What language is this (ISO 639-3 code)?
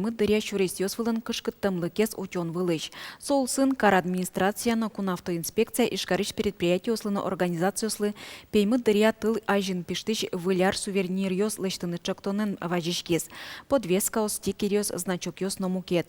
udm